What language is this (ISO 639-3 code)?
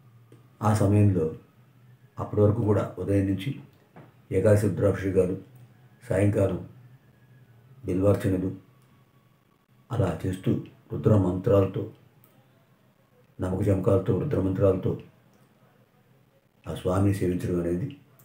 tel